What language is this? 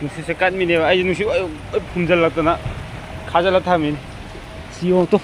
Manipuri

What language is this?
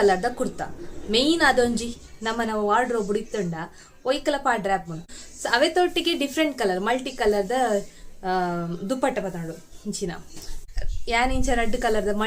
Tulu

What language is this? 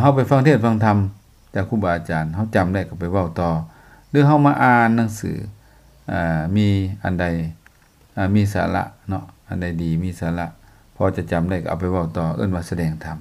Lao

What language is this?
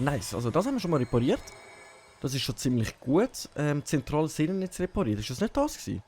Swiss German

